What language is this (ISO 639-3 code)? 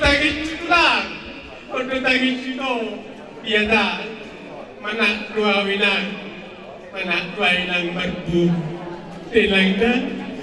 bbc